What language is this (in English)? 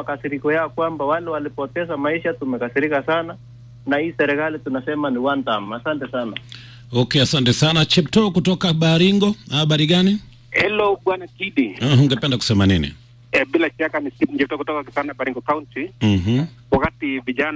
Swahili